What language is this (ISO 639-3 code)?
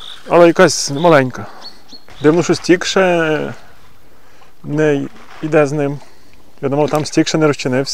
ukr